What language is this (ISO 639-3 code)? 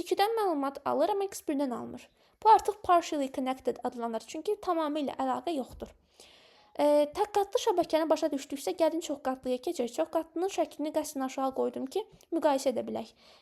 aze